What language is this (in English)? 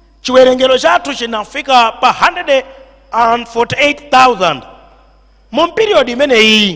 Nyanja